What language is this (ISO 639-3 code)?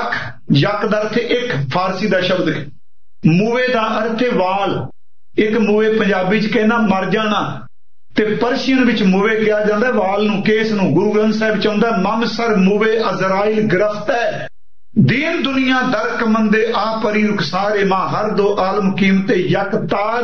pan